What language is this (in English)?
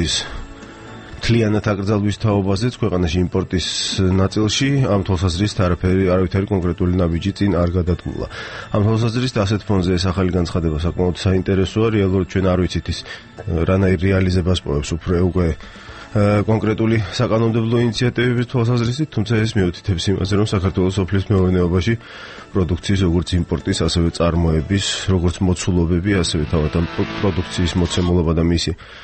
Georgian